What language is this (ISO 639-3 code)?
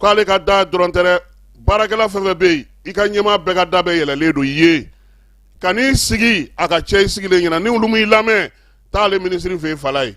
bam